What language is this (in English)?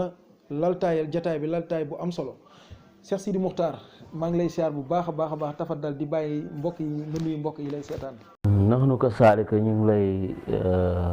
Wolof